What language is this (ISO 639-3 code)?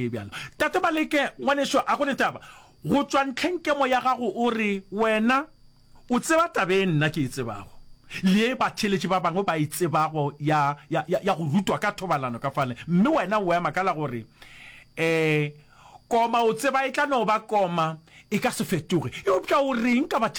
nso